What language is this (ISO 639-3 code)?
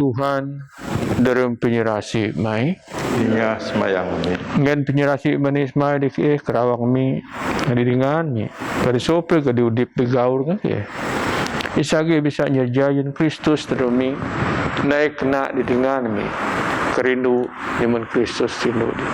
bth